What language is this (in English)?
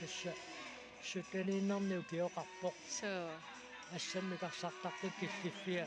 Kalaallisut